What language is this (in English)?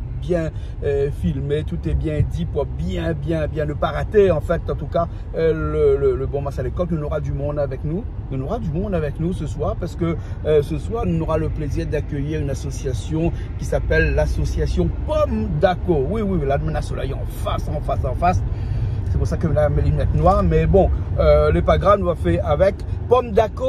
Réunion Creole French